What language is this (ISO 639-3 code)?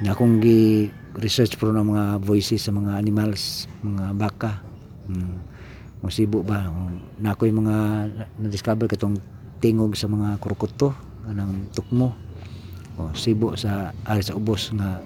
ceb